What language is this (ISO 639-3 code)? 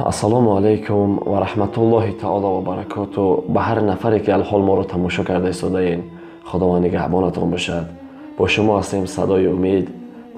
tgk